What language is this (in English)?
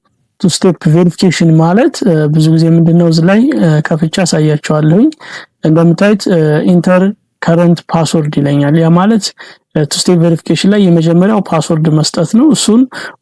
Amharic